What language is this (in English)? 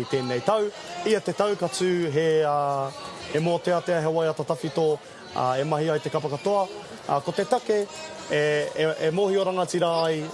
Māori